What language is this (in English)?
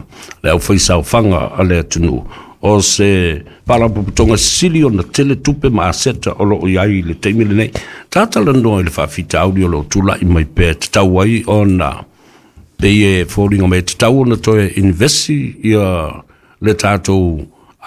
Samoan